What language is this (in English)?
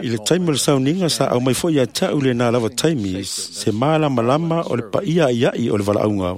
Samoan